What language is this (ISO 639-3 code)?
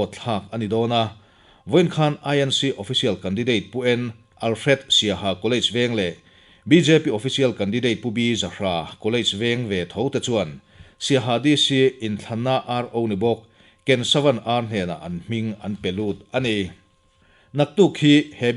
lus